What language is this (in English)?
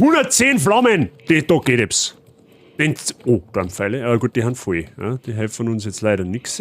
Bavarian